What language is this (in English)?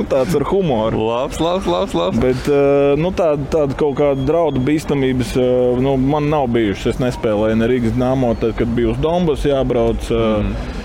Latvian